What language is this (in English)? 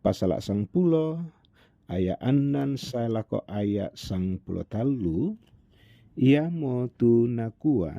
Toraja-Sa'dan